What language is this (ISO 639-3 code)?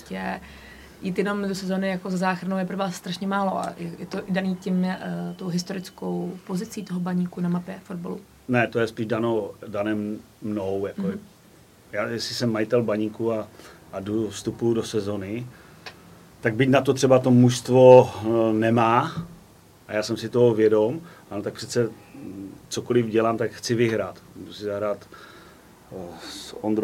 ces